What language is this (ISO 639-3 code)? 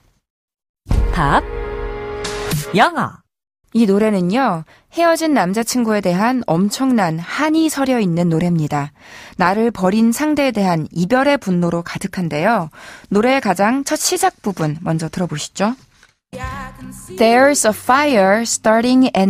kor